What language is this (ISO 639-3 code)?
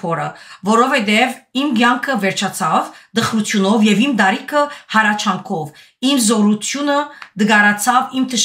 hye